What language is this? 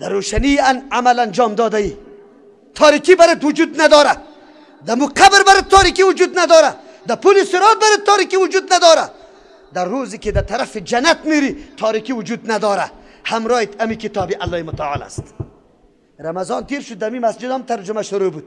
Persian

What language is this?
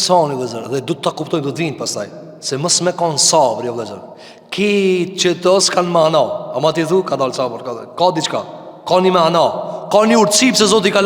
Albanian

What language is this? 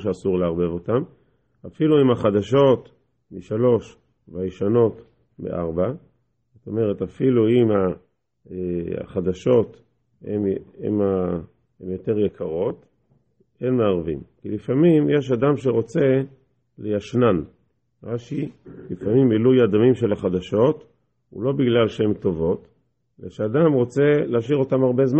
Hebrew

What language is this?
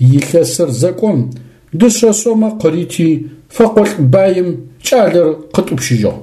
Adyghe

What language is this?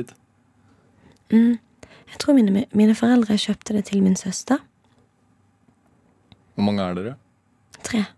Norwegian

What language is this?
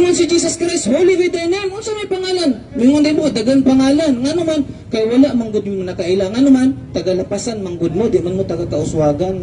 Cebuano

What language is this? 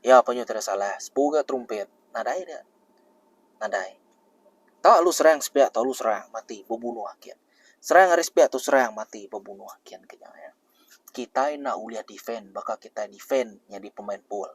Iban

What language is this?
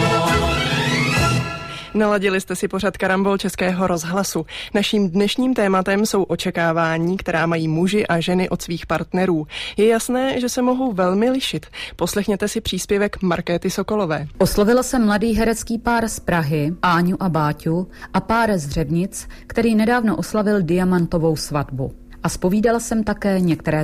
Czech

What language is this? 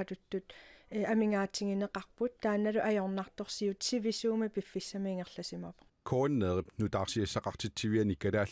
Kalaallisut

